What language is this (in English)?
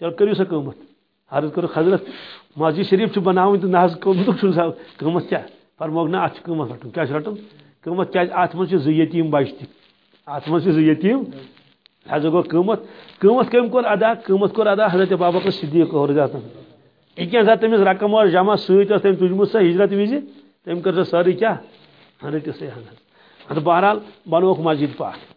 Kashmiri